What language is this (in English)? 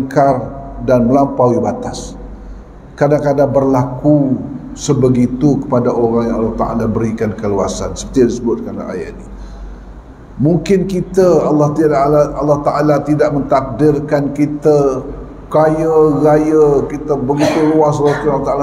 Malay